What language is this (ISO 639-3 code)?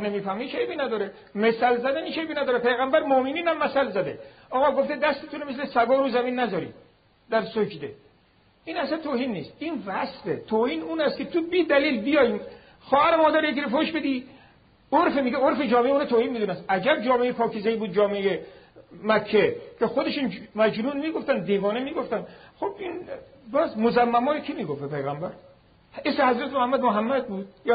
fas